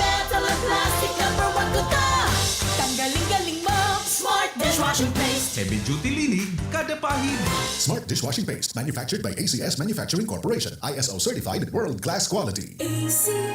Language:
Bikol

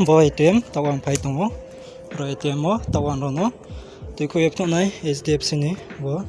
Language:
Riang (India)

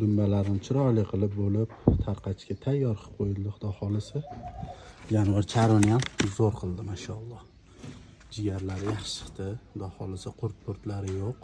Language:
Uzbek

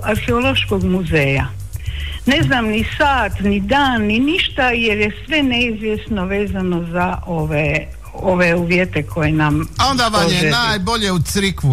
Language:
Croatian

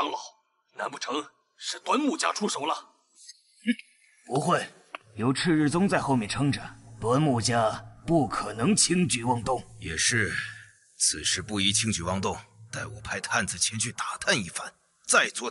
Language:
Chinese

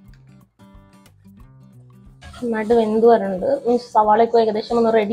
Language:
Malayalam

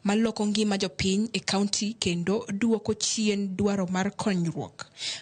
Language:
Luo (Kenya and Tanzania)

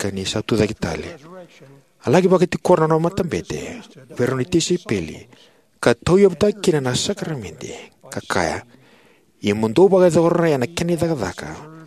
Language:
Fijian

